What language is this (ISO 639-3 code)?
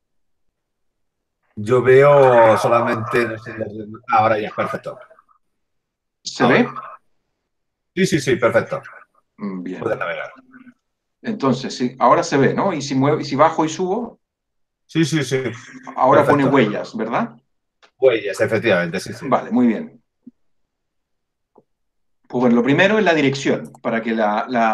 spa